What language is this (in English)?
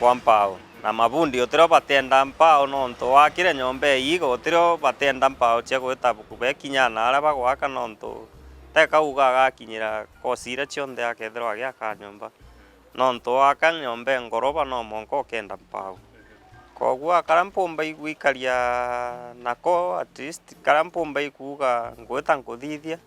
Meru